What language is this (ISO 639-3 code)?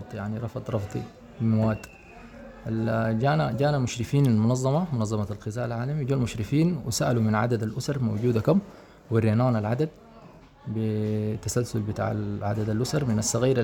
apd